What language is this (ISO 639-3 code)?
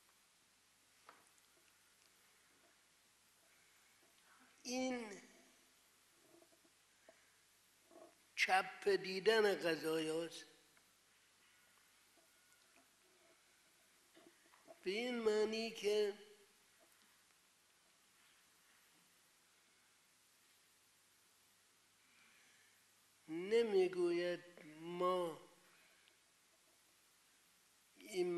fas